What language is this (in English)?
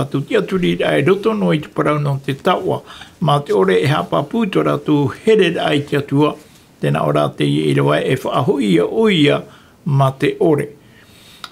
Tahitian